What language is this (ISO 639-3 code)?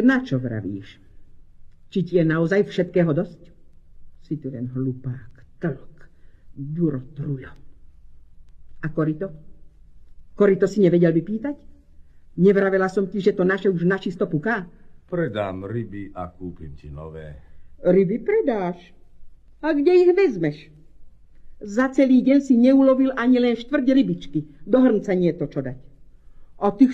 slk